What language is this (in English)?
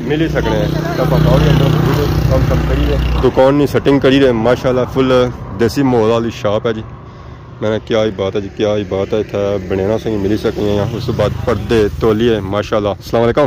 Pahari-Potwari